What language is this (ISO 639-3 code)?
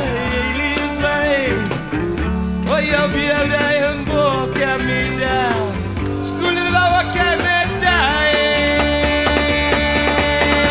swe